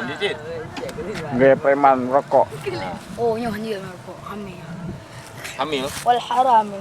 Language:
Achinese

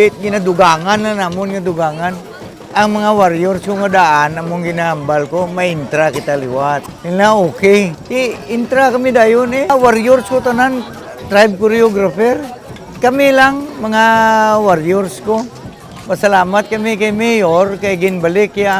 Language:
Hiligaynon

